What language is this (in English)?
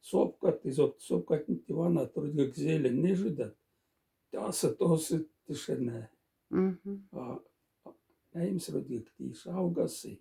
Moksha